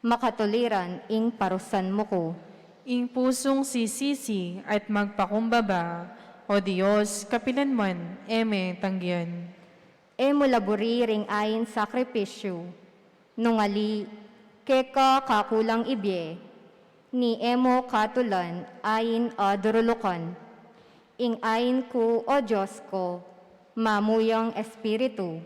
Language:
Pampanga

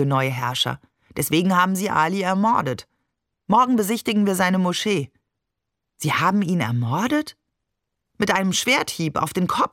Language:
German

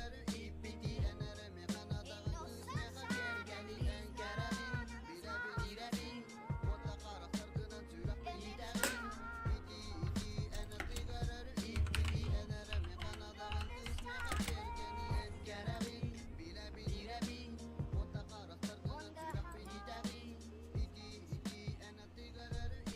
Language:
Yakut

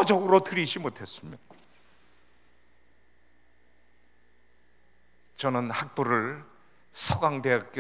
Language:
Korean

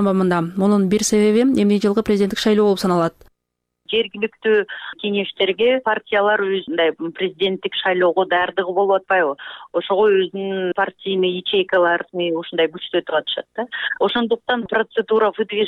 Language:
Kyrgyz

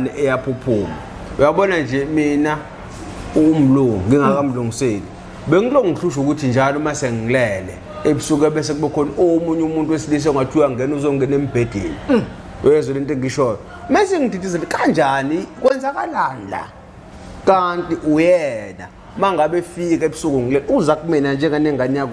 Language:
Zulu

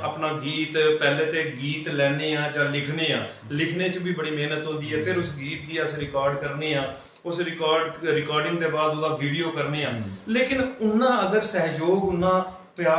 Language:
Dogri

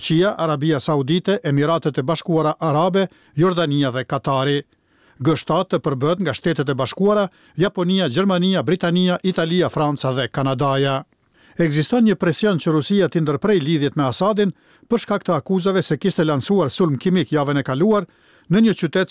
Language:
Albanian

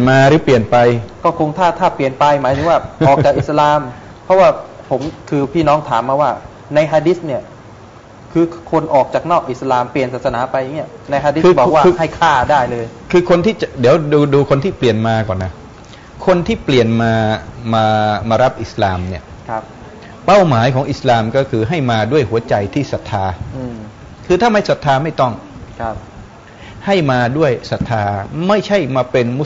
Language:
Thai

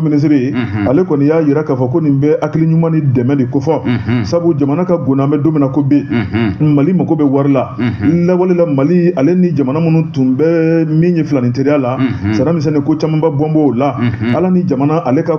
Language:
Bambara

